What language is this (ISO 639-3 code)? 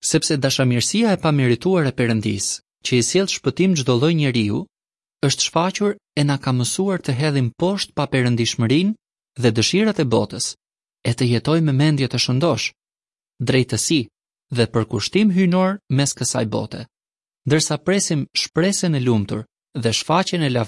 sqi